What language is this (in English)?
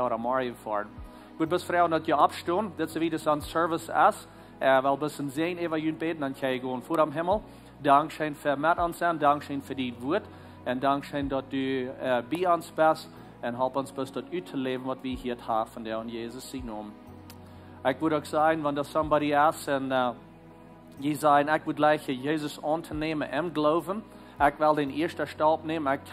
Plautdietsch